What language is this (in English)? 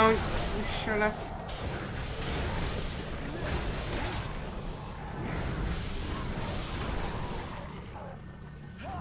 Hungarian